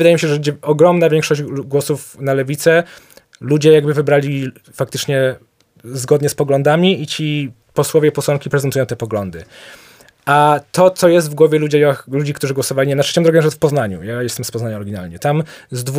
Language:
Polish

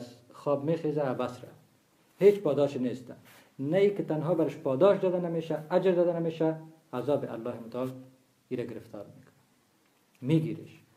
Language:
Persian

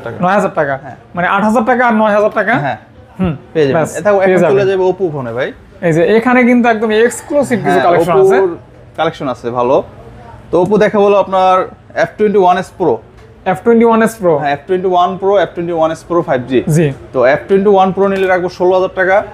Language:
Bangla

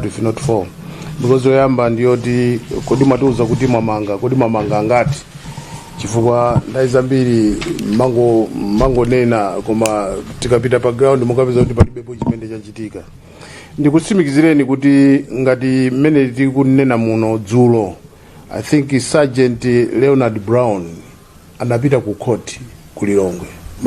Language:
Nyanja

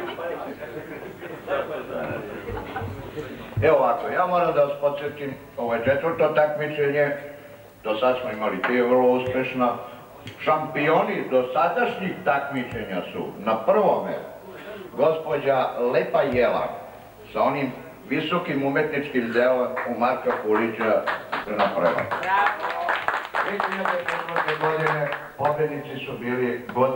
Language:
Serbian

